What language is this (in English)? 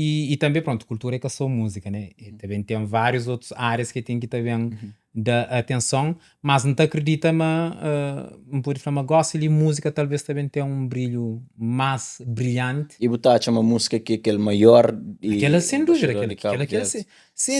Kabuverdianu